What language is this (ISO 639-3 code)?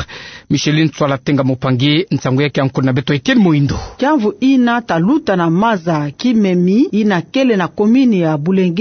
ktu